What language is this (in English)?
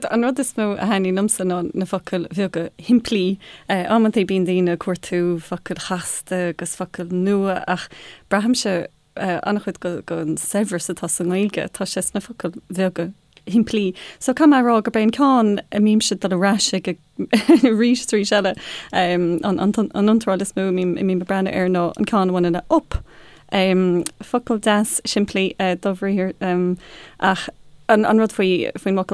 Irish